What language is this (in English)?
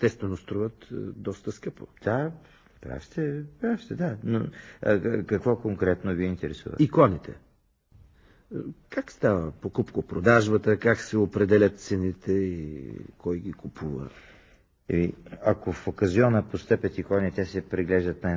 Bulgarian